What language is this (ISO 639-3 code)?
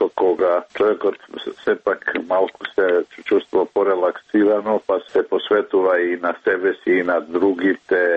mkd